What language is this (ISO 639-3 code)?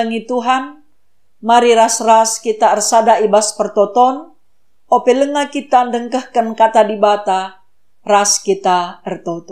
btx